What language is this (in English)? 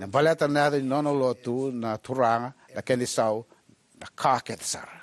Fijian